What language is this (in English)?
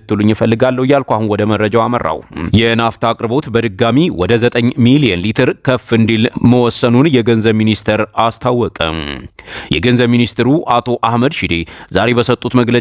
Amharic